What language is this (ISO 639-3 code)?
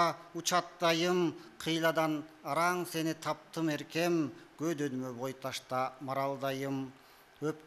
kir